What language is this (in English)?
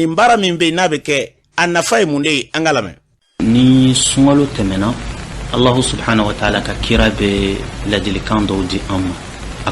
Bambara